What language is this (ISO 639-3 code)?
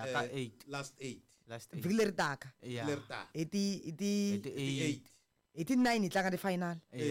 tso